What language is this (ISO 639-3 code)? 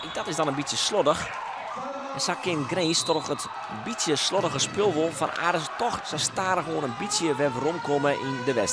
fry